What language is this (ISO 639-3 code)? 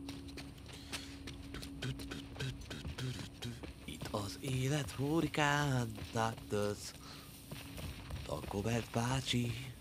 hun